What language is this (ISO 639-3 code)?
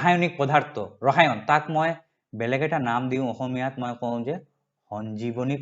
asm